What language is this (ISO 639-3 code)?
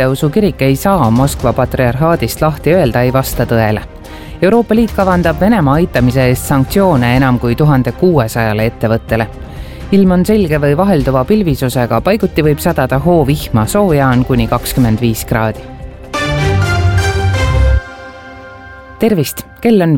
est